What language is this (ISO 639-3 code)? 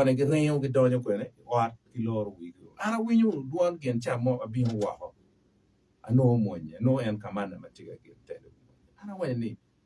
ach